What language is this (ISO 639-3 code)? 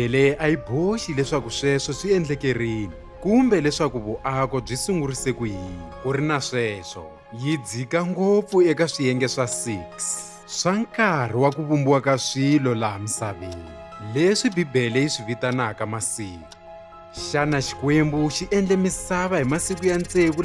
tso